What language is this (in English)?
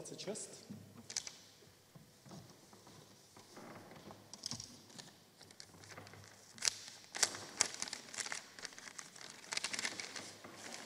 Czech